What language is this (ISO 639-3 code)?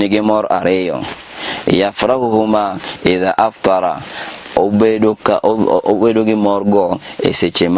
luo